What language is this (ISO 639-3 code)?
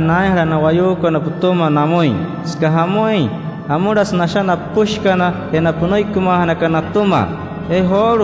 guc